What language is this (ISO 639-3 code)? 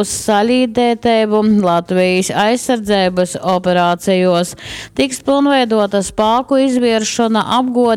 ltg